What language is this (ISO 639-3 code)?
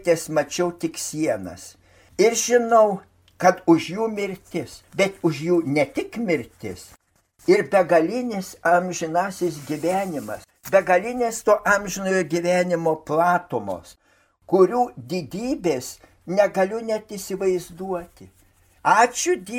lit